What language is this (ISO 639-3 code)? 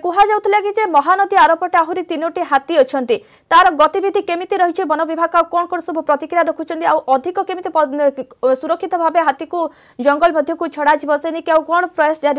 ori